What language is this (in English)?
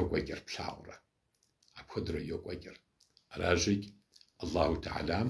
Kabardian